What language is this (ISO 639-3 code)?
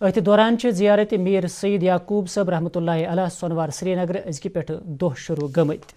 kas